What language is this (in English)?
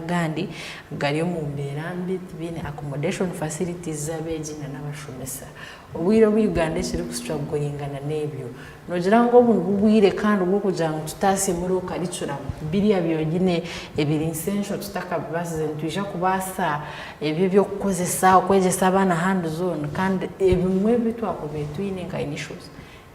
Nyankole